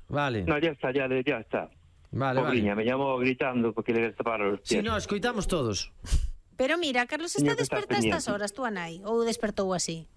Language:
Galician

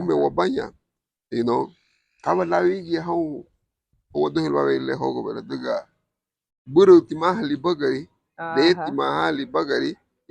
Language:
Garifuna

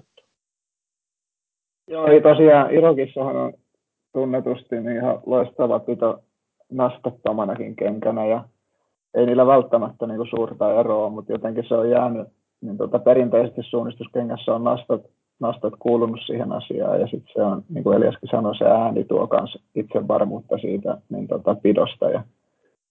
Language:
Finnish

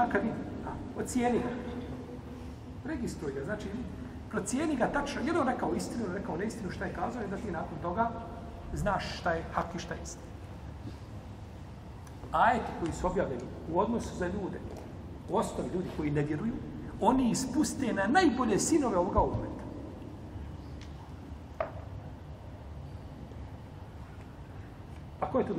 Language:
Bosnian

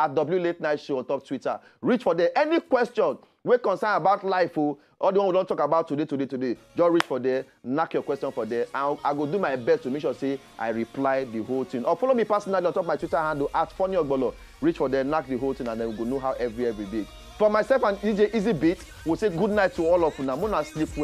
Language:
Nigerian Pidgin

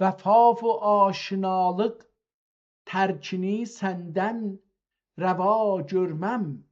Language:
South Azerbaijani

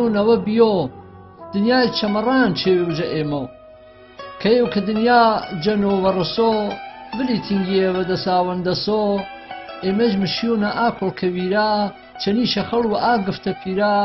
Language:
Gurani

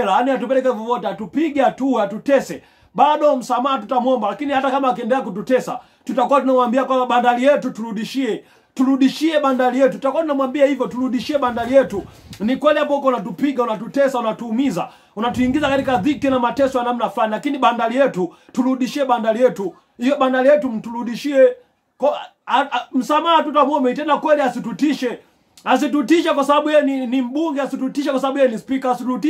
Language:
Swahili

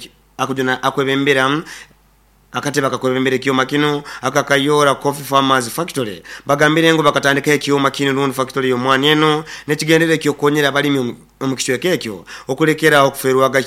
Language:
Nyoro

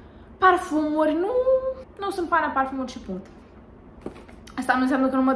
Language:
Romanian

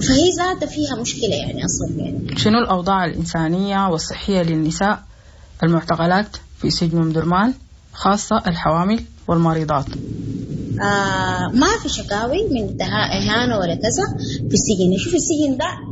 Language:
Sudanese Arabic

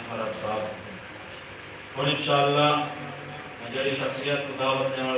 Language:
Saraiki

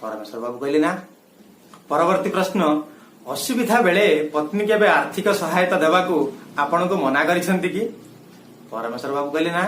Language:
Odia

